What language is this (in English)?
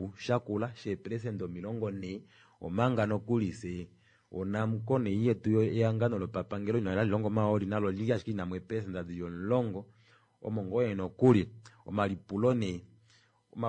Kuanyama